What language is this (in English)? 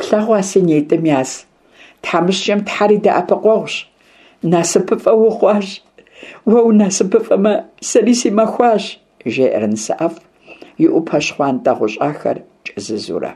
Kabardian